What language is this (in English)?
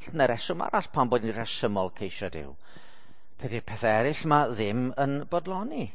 Welsh